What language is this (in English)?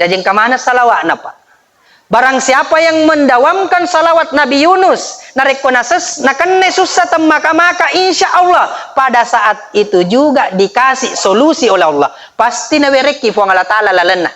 Buginese